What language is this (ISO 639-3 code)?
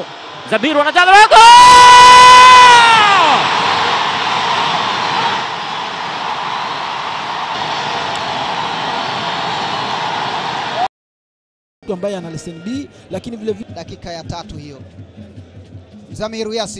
swa